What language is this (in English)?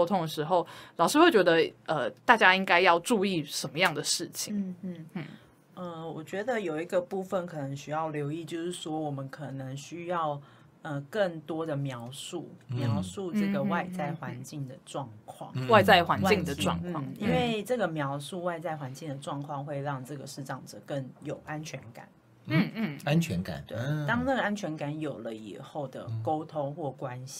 Chinese